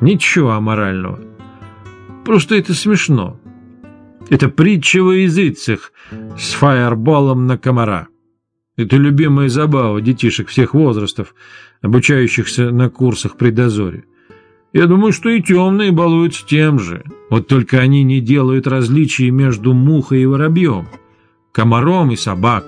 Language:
Russian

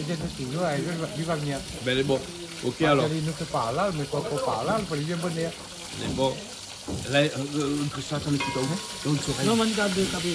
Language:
Réunion Creole French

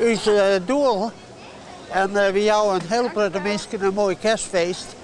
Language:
Western Frisian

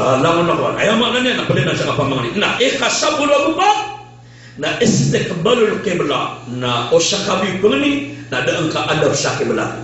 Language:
Maranao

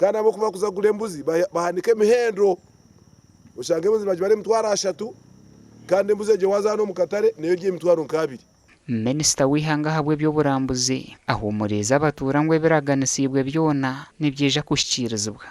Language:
Nyankole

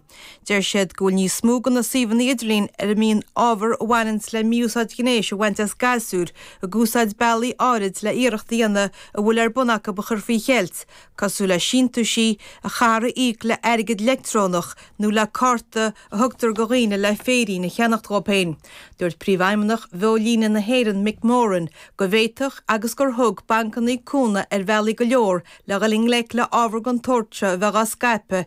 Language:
Irish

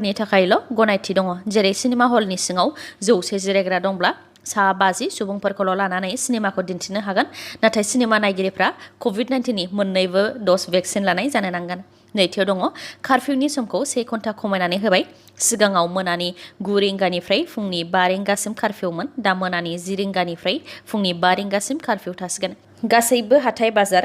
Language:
Bodo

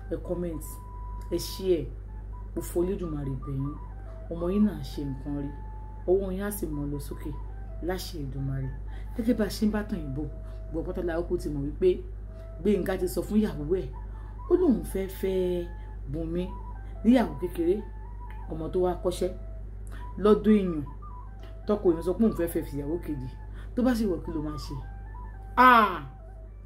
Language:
Yoruba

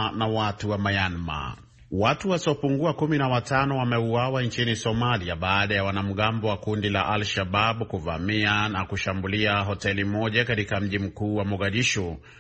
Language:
Swahili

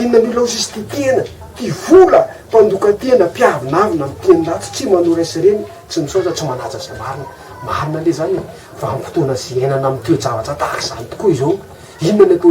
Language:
Malagasy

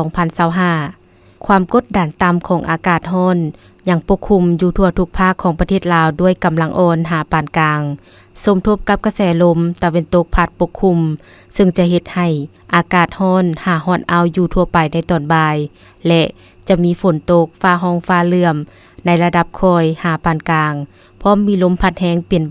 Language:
Lao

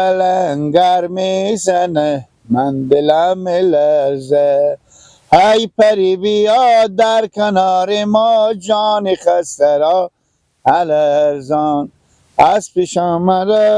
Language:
Persian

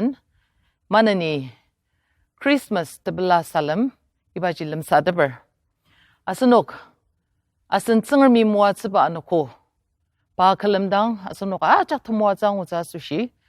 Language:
Ao Naga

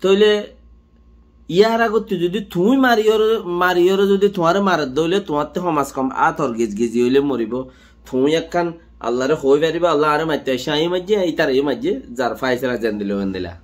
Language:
Rohingya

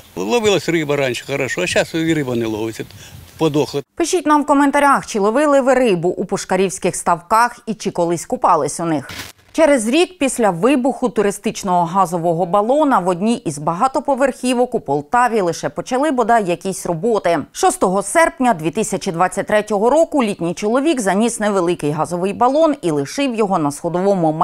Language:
Ukrainian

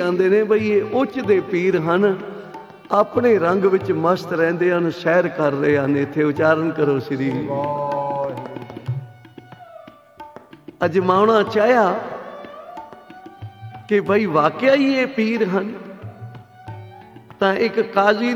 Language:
Punjabi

